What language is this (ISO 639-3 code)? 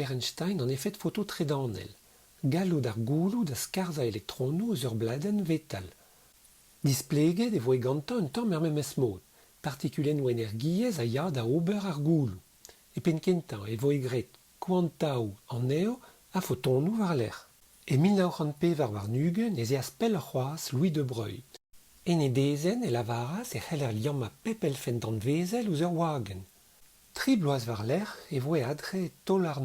bre